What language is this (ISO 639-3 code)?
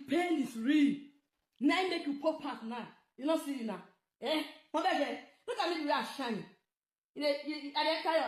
pcm